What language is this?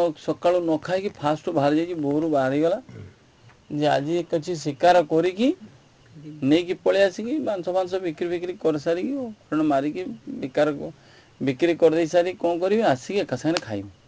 Odia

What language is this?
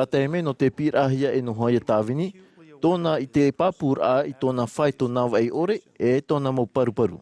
Tahitian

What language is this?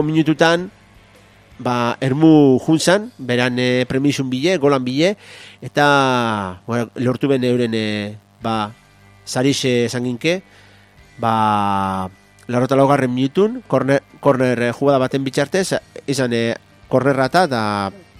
Basque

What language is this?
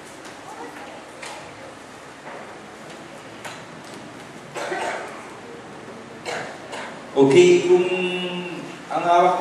Filipino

